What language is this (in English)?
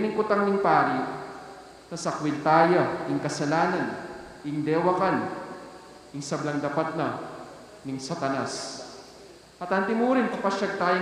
Pampanga